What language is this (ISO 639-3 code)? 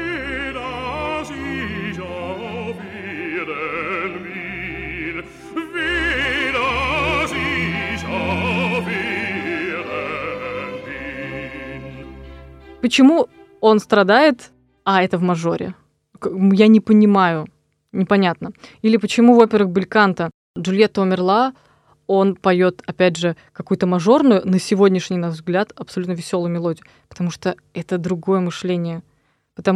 rus